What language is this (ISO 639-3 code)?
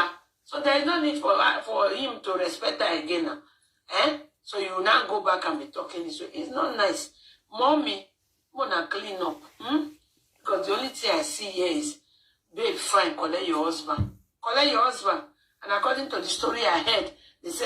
pcm